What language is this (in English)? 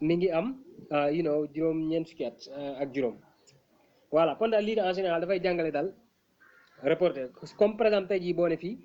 Wolof